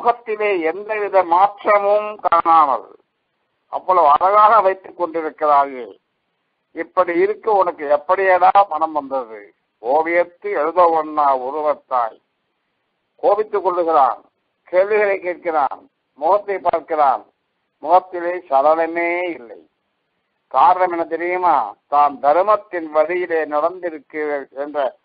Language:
Tamil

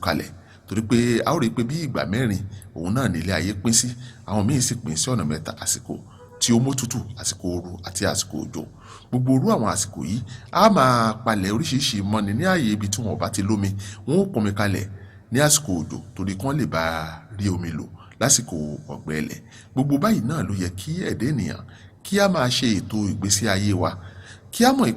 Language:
Yoruba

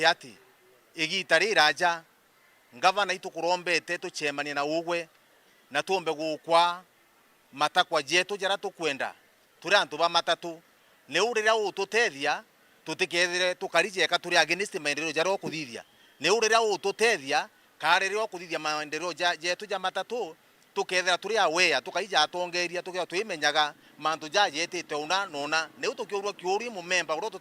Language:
Meru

